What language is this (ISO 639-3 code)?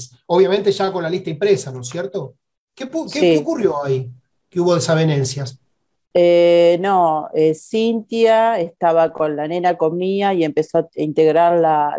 spa